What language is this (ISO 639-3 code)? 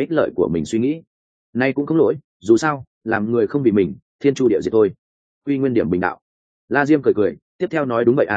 vie